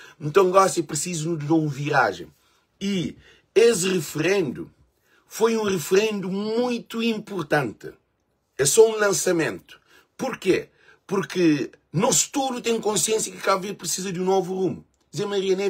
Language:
Kabuverdianu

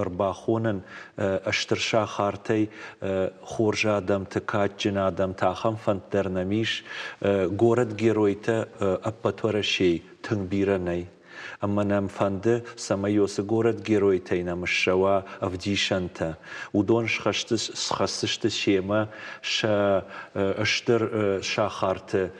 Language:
Ossetic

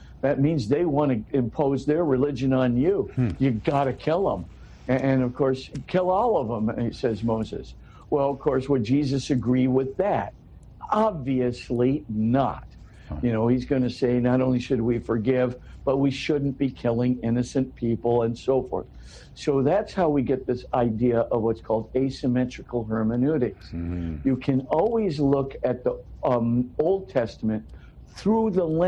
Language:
English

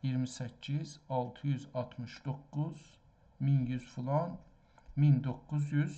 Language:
South Azerbaijani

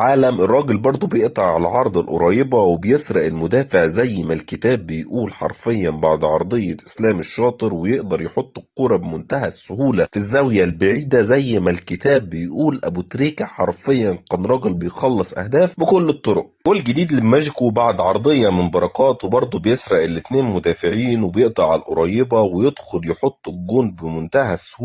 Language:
Egyptian Arabic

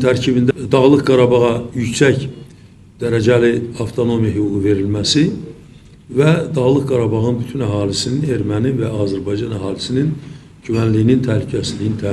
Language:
Azerbaijani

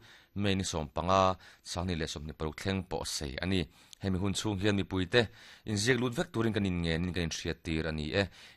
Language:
Mizo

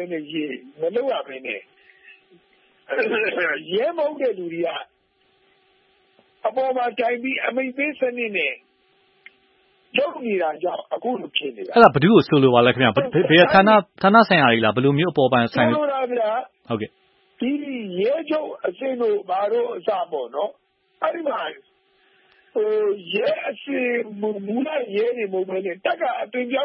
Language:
Burmese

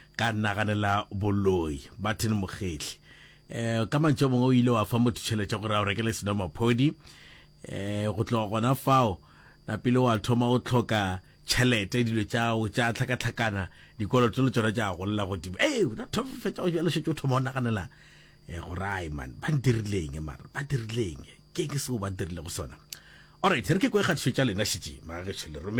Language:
Northern Sotho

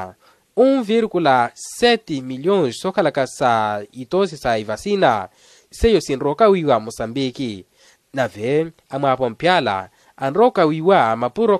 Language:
Makhuwa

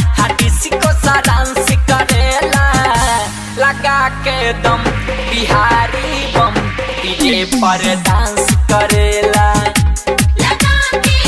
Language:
Bhojpuri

